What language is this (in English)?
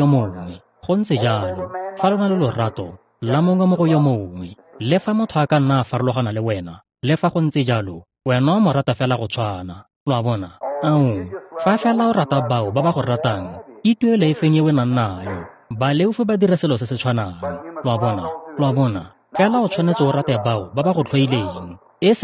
Tswana